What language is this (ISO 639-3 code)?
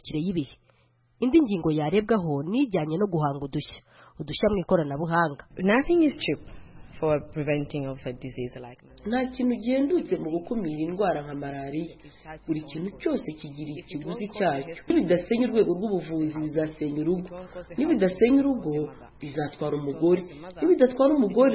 kin